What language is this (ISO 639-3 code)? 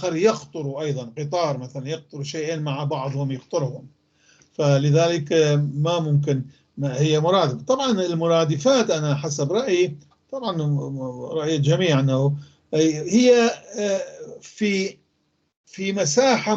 apc